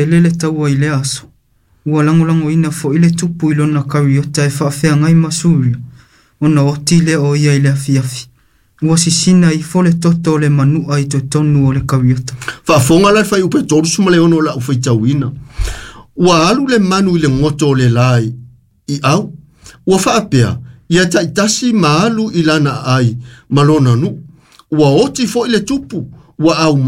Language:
Samoan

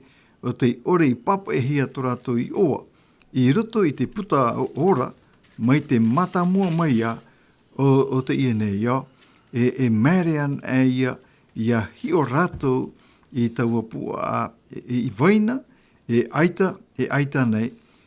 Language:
Tahitian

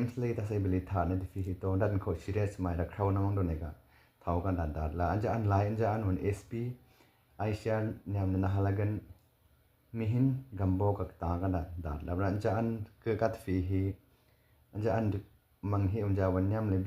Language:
Miju-Mishmi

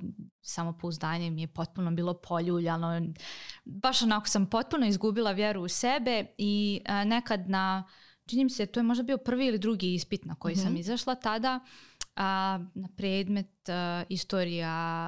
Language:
Croatian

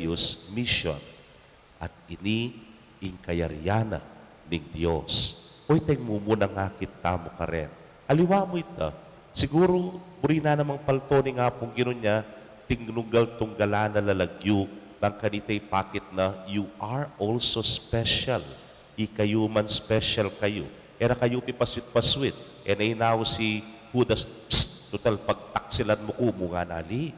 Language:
Pampanga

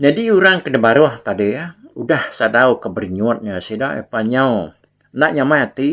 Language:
Iban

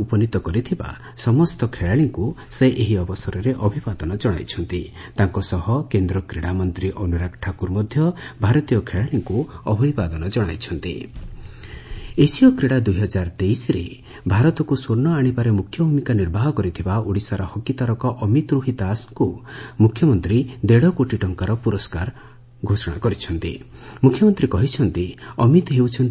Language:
Odia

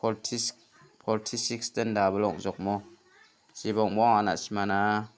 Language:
Garo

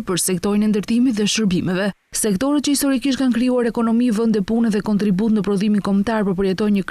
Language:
Albanian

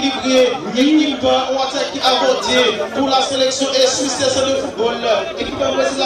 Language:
Haitian Creole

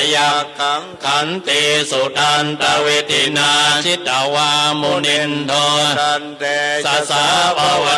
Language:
Pali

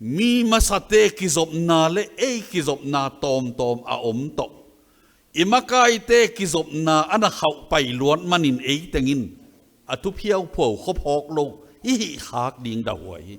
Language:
Tedim Chin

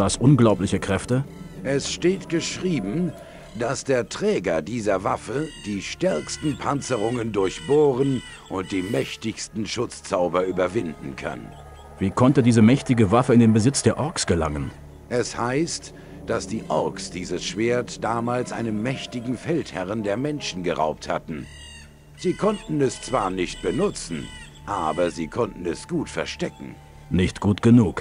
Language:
Bavarian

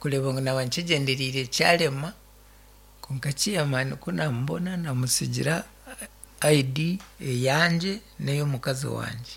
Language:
Nyankole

